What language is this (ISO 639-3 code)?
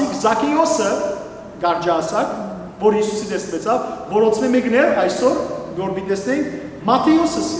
hyw